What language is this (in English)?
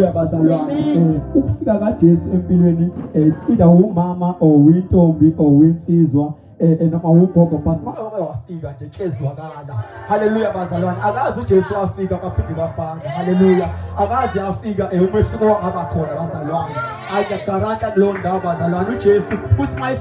Zulu